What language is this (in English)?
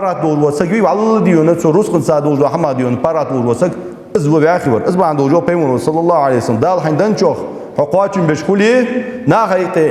Ingush